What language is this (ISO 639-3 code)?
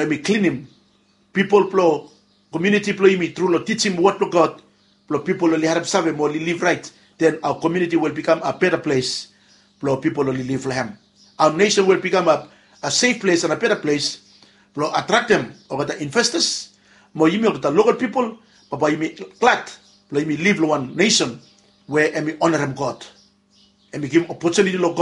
bis